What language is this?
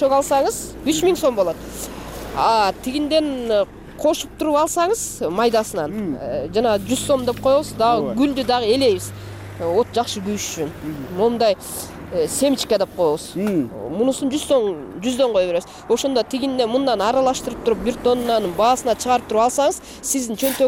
Kyrgyz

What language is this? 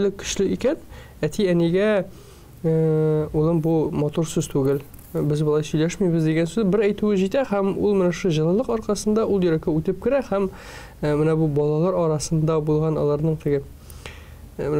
Tatar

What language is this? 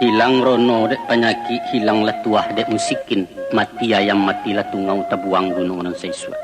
Minangkabau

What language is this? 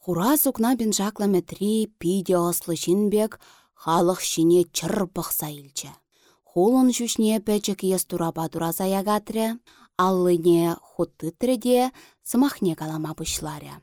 Chuvash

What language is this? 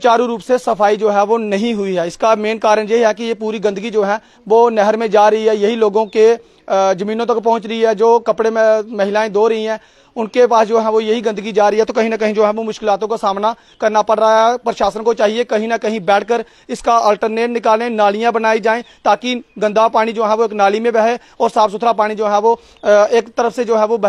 Hindi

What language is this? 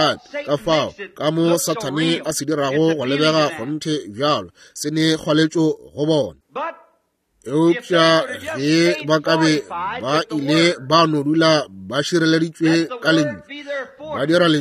Northern Sotho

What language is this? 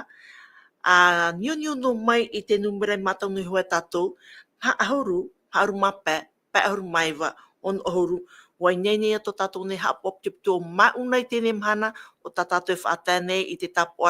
Tahitian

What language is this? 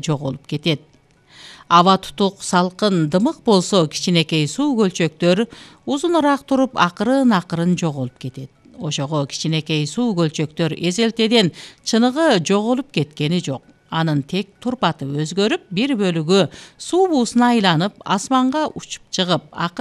Kyrgyz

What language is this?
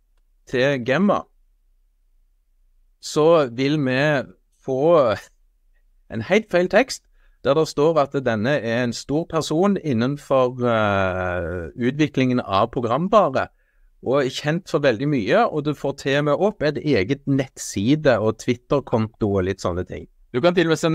Norwegian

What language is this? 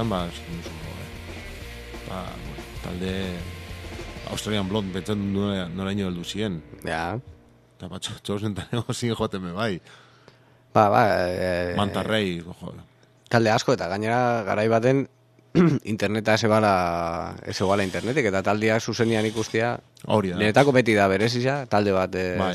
Basque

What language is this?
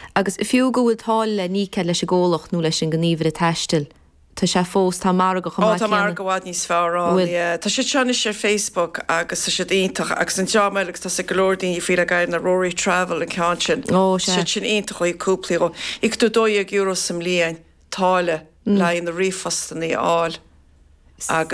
Irish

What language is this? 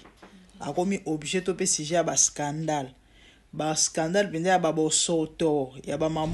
Lingala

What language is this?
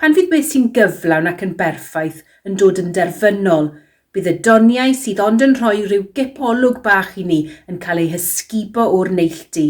Welsh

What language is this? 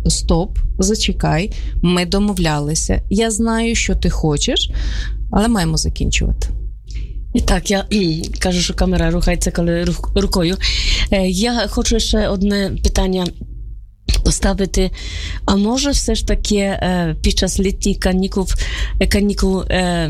Ukrainian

